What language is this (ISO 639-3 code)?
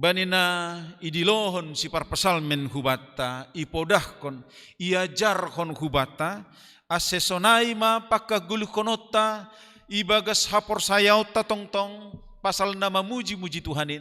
bts